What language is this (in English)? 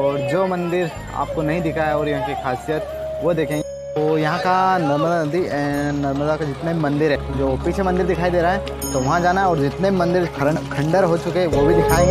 Hindi